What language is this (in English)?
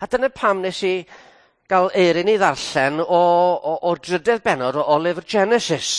Welsh